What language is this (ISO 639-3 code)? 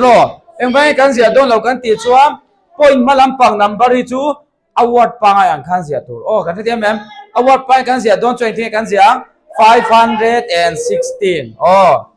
lus